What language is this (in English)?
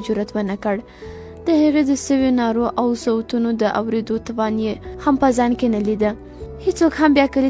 Pashto